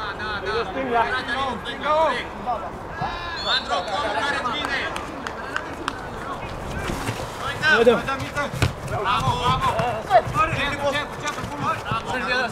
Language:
Romanian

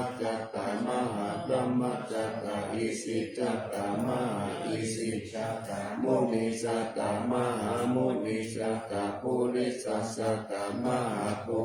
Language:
Pali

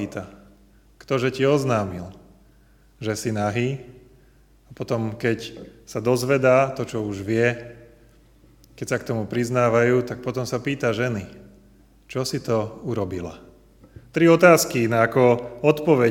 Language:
Slovak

